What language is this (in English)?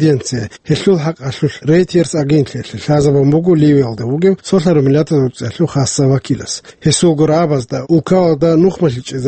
Avaric